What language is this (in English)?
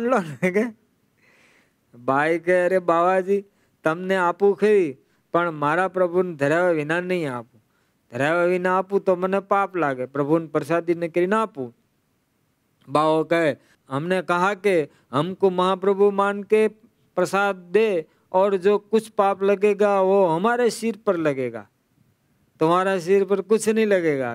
Gujarati